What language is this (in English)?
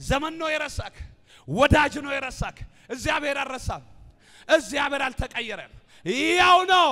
Amharic